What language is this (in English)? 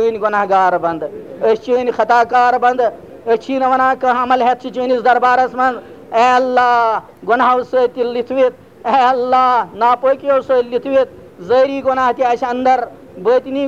Kashmiri